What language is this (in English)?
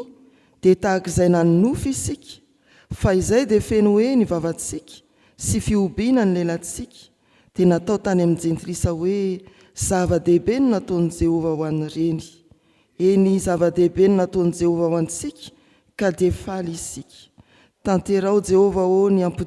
Malagasy